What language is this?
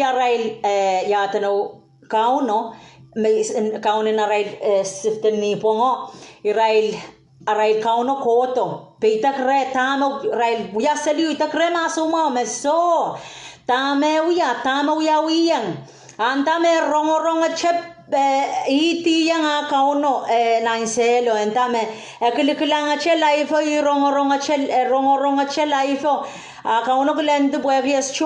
Pohnpeian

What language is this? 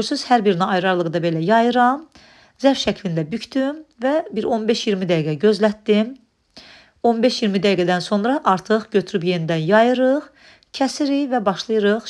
Azerbaijani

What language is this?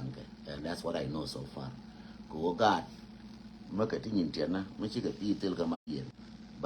Nuer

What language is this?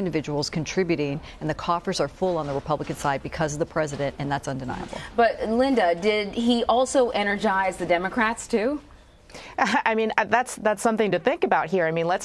English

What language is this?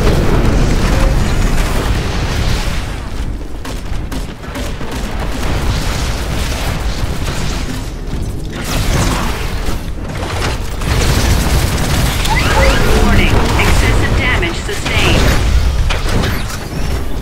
English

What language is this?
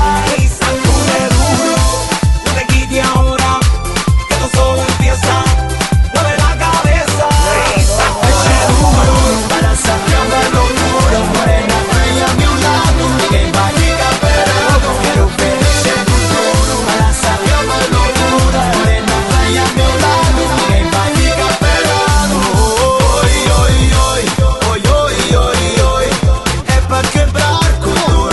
Spanish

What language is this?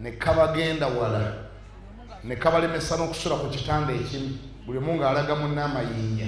Ganda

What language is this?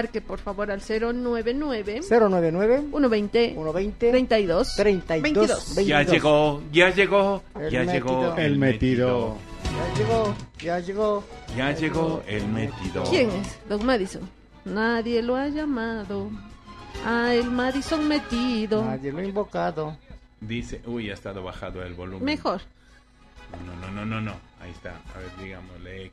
Spanish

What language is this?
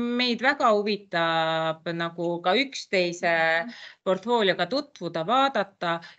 Estonian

